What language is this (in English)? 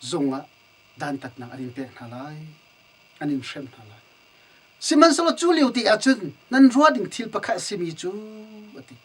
Hakha Chin